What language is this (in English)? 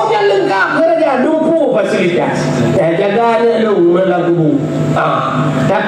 Achinese